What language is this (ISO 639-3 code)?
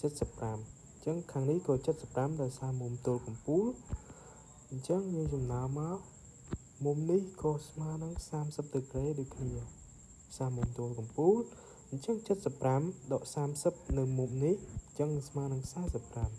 khm